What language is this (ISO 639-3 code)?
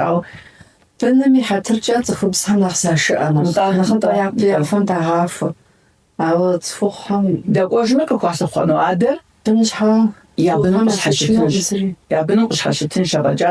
kbd